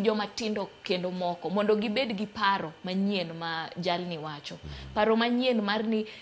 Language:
Luo (Kenya and Tanzania)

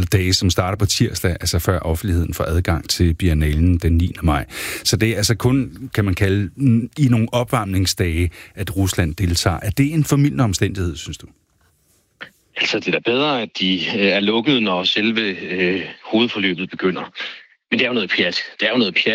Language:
Danish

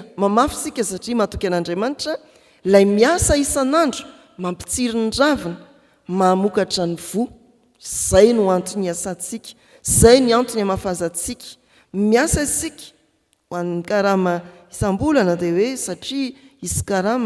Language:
Malagasy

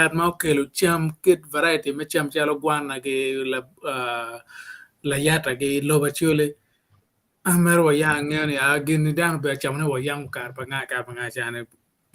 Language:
Acoli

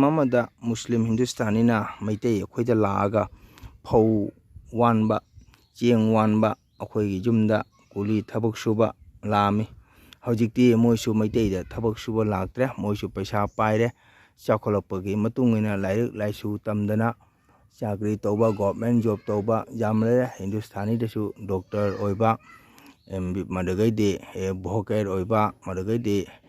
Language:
Manipuri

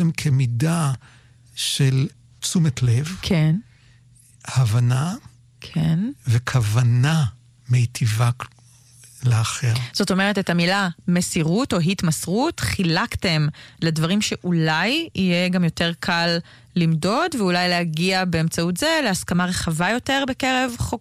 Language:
Hebrew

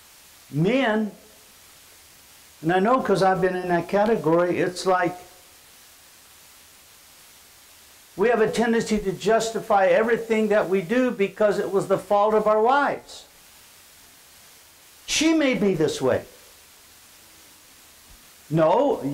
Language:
English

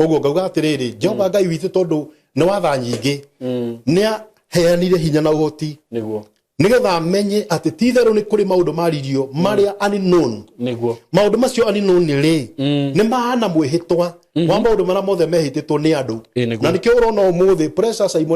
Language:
Kikuyu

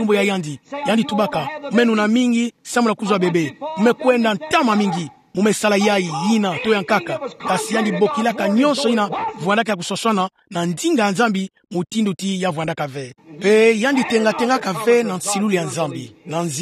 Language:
Kituba (Democratic Republic of Congo)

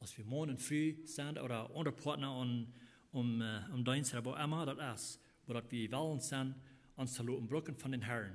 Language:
Plautdietsch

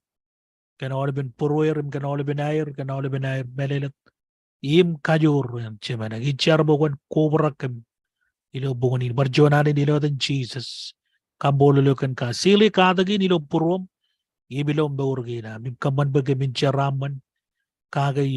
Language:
Marshallese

